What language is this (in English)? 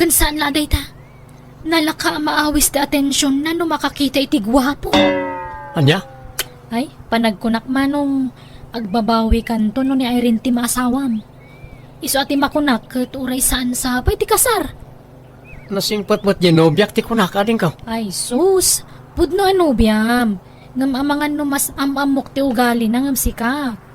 Iloko